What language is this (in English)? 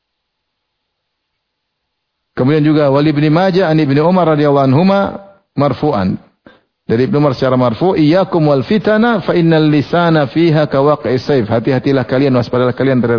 Indonesian